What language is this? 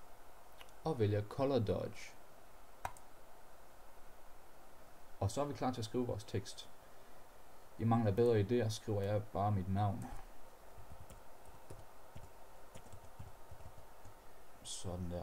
Danish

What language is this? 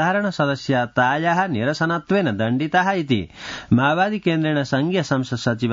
Sanskrit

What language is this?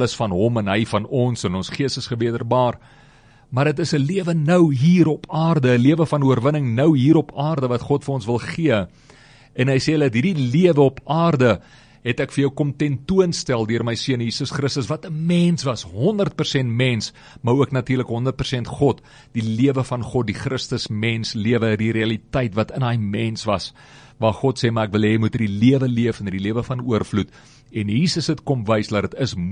Afrikaans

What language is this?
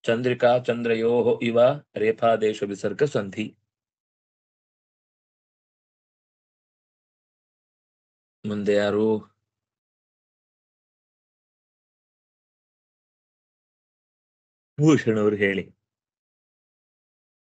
Kannada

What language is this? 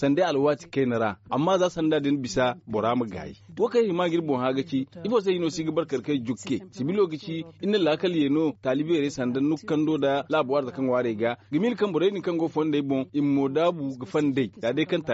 Zarma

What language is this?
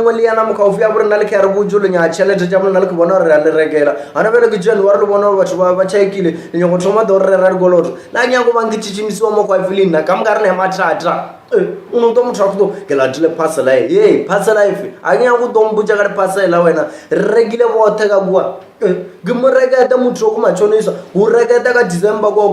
Northern Sotho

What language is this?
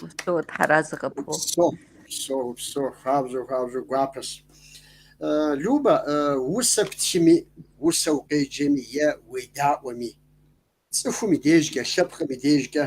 Kabardian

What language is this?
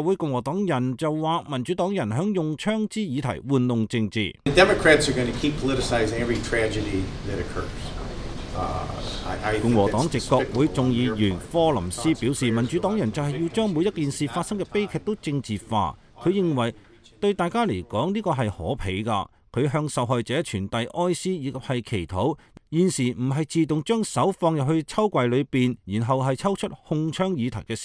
Cantonese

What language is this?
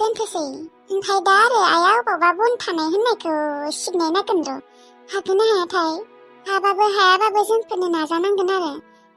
Bodo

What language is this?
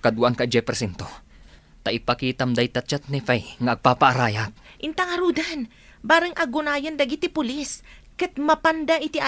Iloko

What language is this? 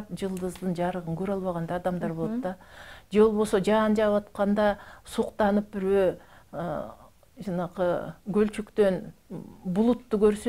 Kyrgyz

